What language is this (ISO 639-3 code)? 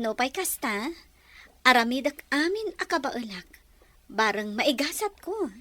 ilo